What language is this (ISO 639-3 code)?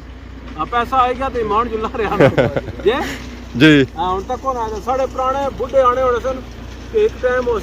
phr